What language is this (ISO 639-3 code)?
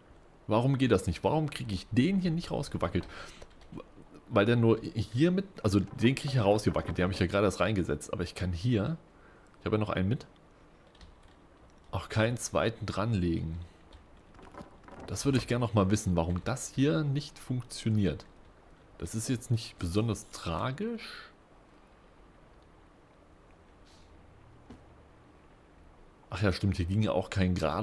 deu